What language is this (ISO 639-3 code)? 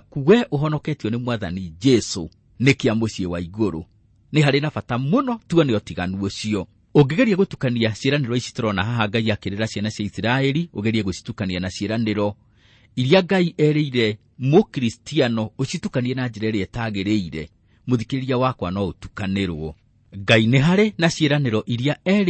kik